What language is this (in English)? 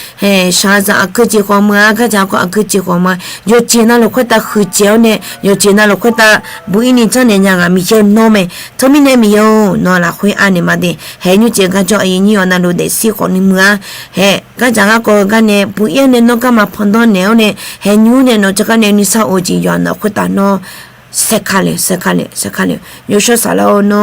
Akha